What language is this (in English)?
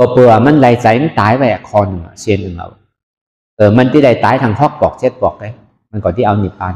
Shan